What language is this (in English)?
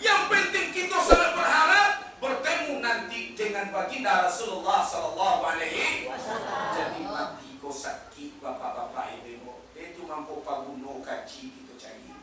Minangkabau